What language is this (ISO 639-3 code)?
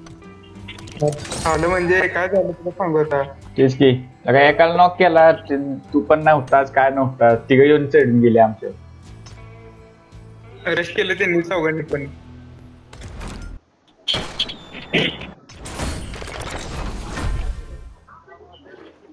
mar